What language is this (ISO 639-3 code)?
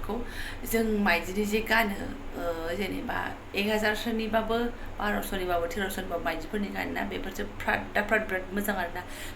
brx